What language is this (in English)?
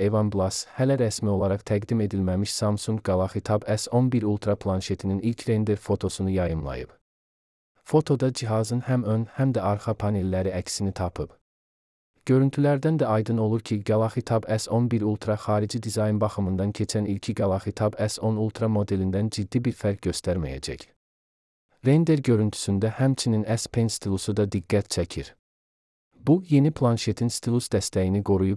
Azerbaijani